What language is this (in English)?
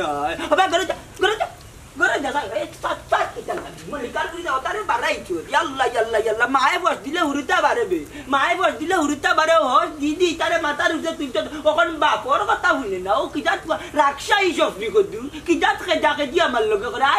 Sylheti